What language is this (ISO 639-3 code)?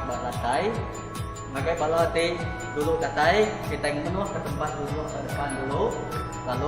iba